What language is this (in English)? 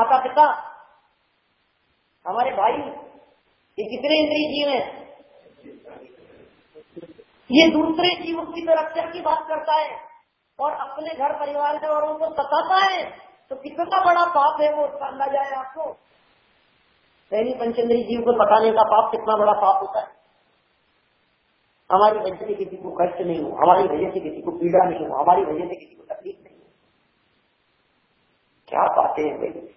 Hindi